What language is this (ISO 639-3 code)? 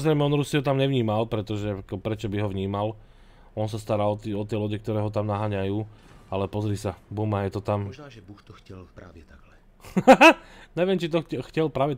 slk